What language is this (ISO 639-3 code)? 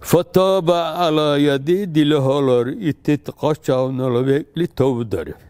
dar